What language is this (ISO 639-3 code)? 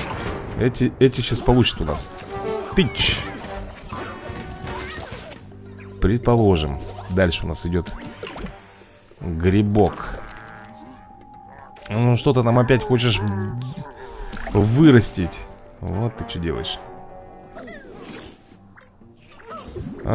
rus